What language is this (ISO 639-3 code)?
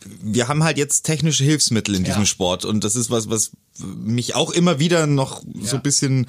deu